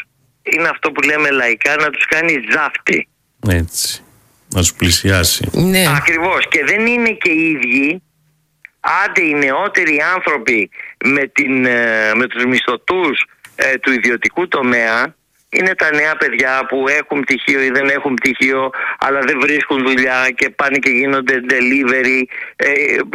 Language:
Greek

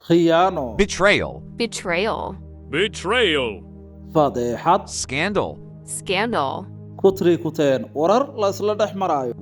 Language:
Somali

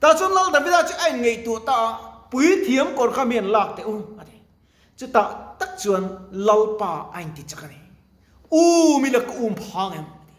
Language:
Mizo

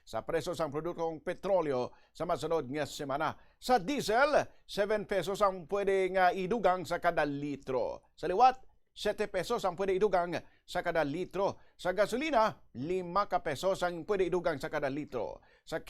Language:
Hiligaynon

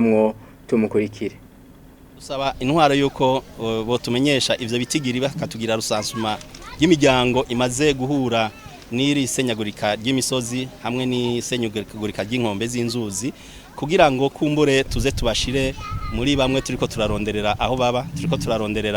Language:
Rundi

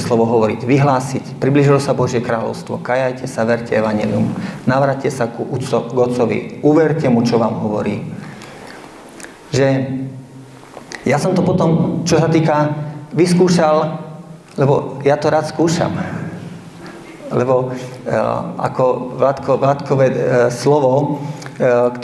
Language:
Slovak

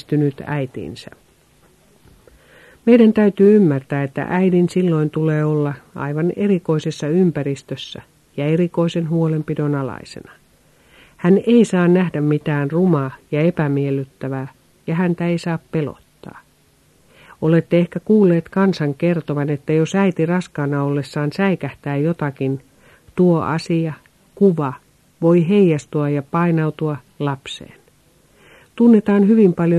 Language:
Finnish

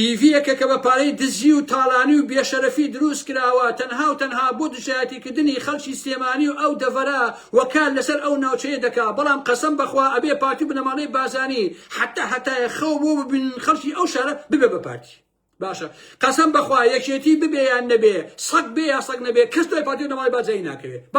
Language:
Central Kurdish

